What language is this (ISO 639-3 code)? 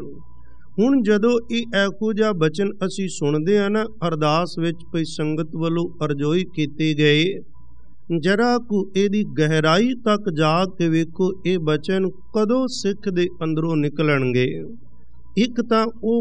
pan